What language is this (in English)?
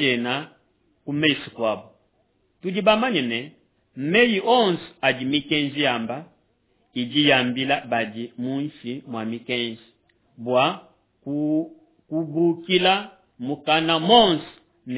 Luba-Lulua